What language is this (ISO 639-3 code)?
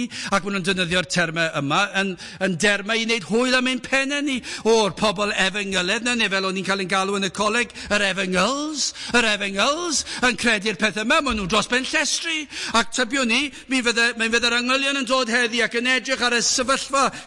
cym